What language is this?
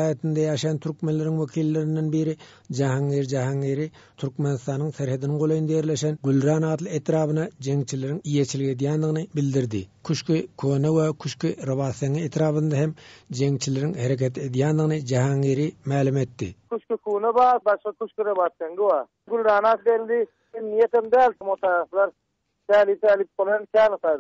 Turkmen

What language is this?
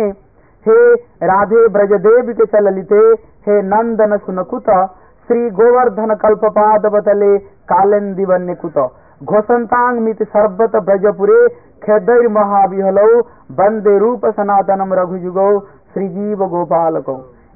Hindi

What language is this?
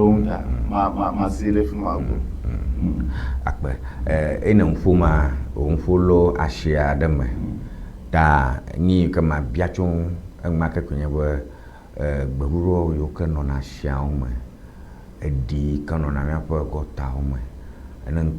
Ewe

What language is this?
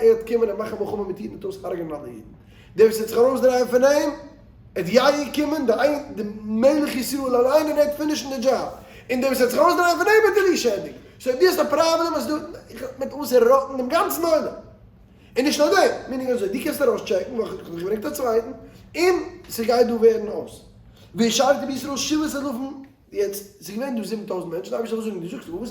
Yiddish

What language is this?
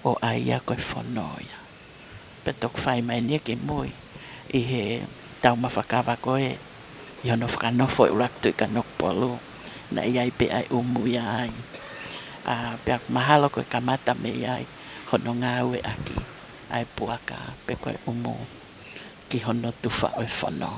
Tongan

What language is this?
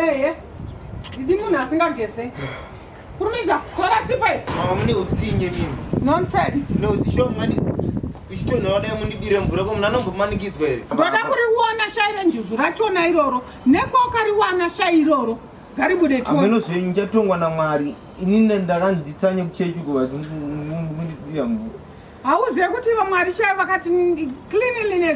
Shona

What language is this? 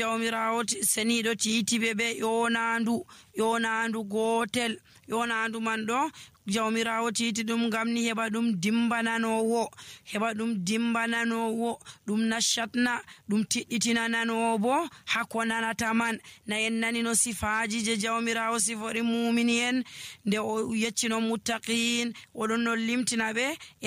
Nigerian Fulfulde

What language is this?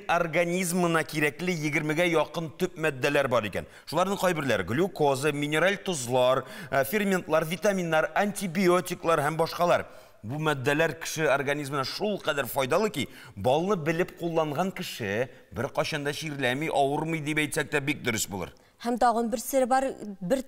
Tatar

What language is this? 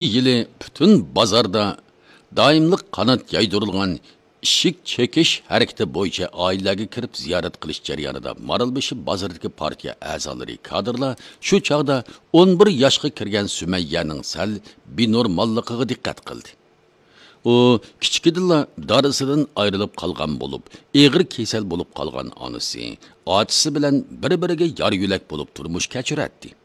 Uyghur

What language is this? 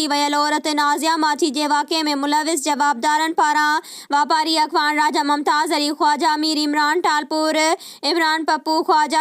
Sindhi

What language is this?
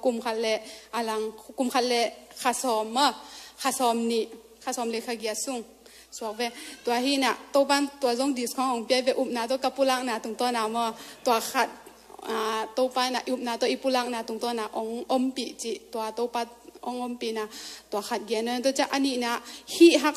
Tedim Chin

